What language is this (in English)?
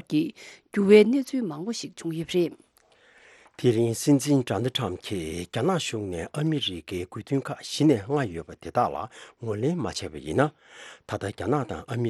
Tibetan